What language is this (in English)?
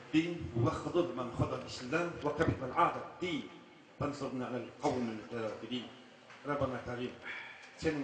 Kazakh